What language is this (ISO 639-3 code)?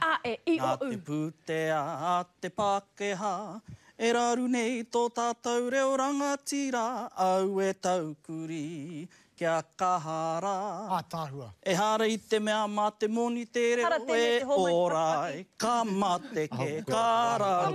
mri